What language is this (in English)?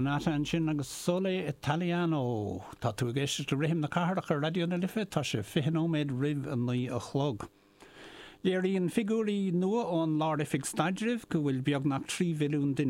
Irish